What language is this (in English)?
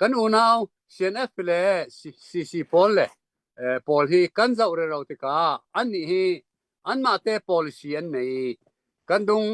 Hakha Chin